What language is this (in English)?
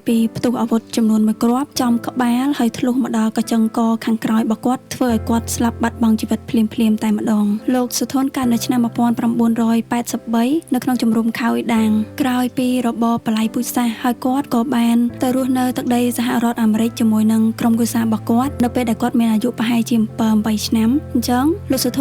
Khmer